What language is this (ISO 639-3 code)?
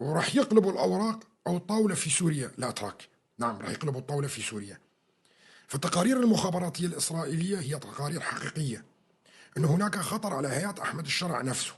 apc